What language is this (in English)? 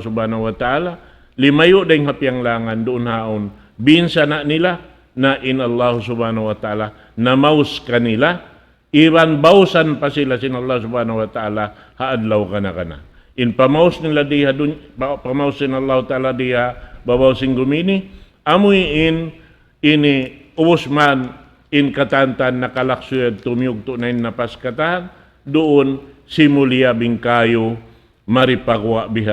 Tausug